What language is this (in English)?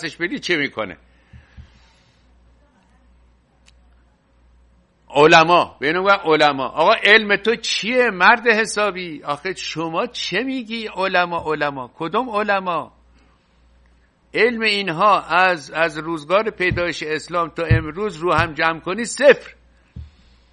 Persian